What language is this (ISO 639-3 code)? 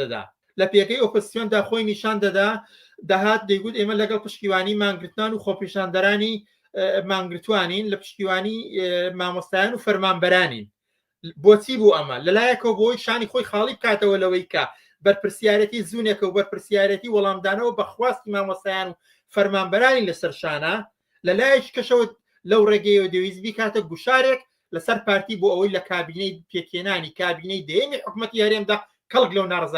ckb